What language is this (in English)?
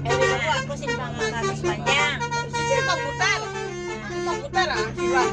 Minangkabau